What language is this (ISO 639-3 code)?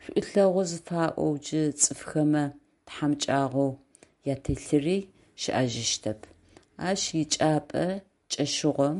ady